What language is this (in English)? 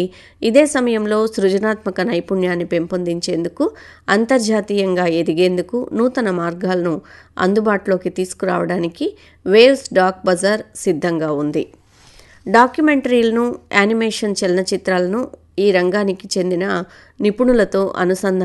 Telugu